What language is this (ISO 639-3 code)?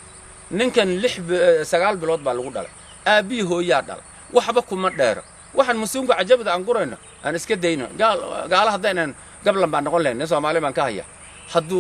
som